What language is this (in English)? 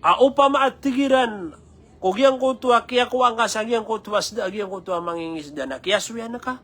Maranao